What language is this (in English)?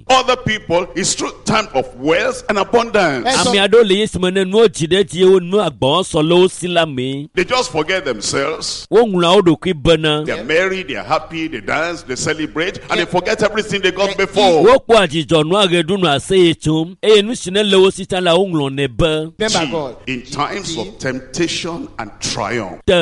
Ewe